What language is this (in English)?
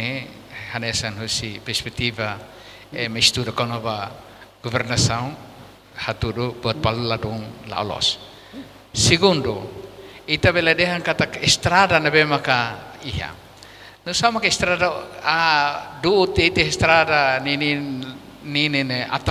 Tetum